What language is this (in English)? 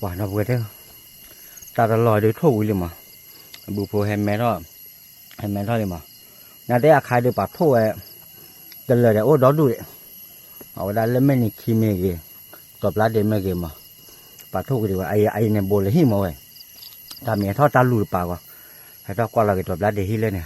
S'gaw Karen